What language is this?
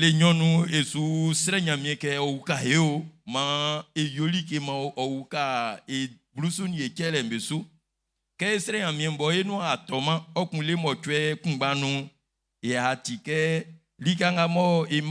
Baoulé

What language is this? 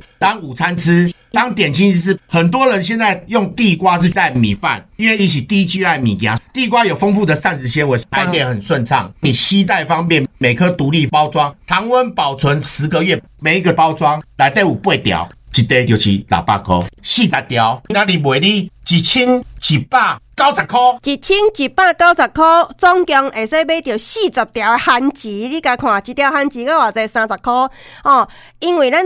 Min Nan Chinese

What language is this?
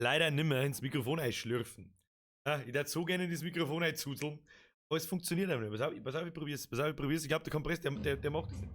Bavarian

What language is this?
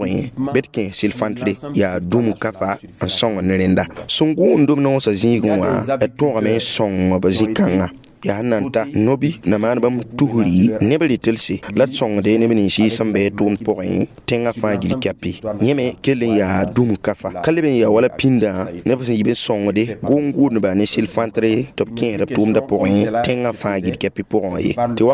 Mossi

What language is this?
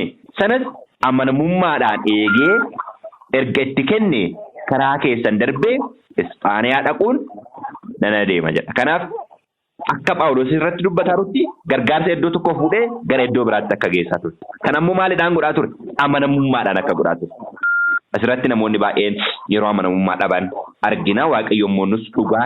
Oromo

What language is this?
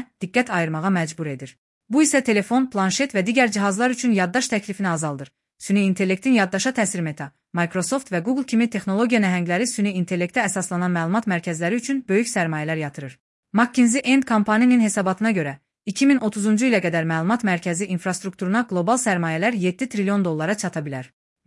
Azerbaijani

